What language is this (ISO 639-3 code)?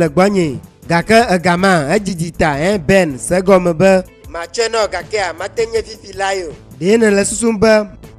ewe